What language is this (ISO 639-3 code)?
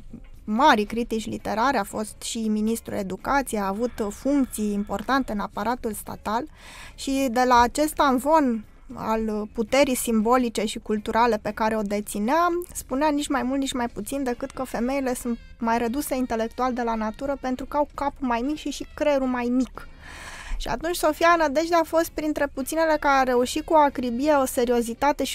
ron